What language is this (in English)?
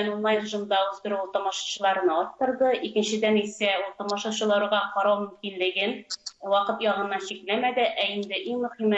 Tatar